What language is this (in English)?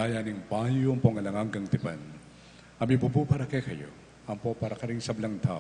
Pampanga